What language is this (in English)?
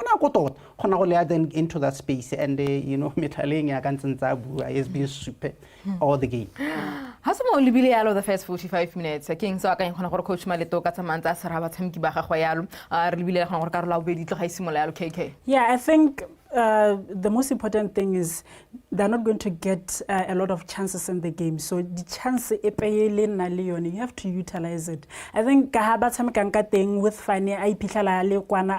Tswana